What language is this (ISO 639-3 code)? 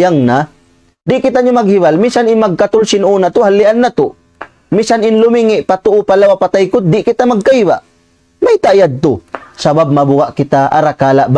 tsg